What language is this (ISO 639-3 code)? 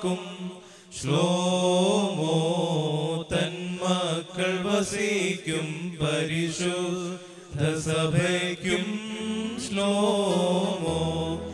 mal